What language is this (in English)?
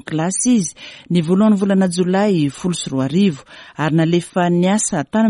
Malagasy